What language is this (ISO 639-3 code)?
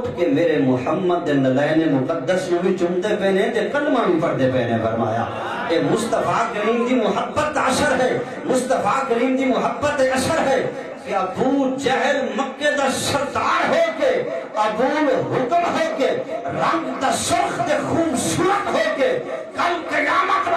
skr